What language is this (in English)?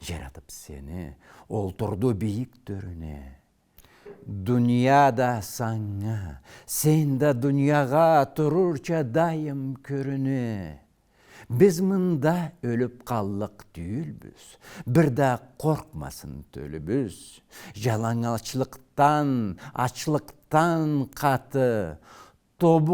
Karachay-Balkar